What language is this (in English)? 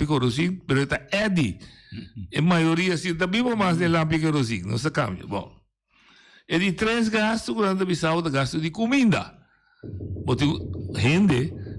Papiamento